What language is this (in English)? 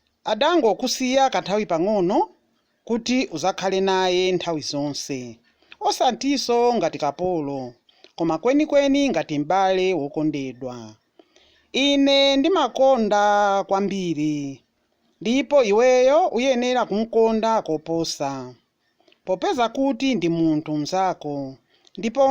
Nyanja